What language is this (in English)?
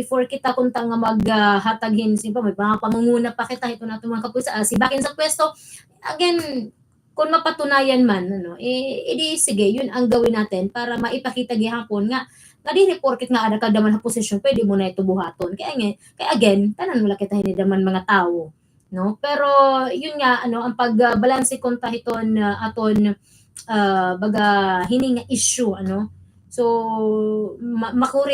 Waray